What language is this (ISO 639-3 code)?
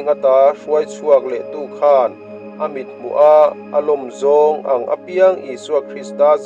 lus